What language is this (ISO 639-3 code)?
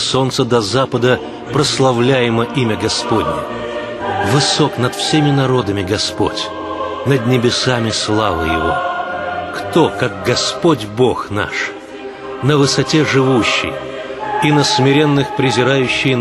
rus